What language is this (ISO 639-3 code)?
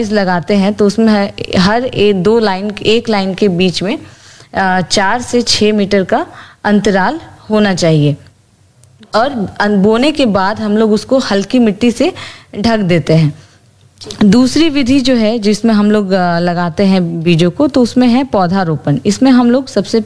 hin